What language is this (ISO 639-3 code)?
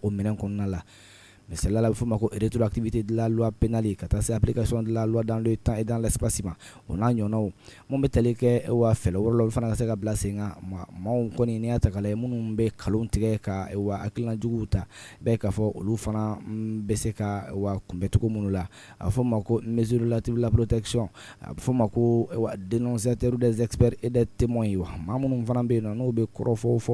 bam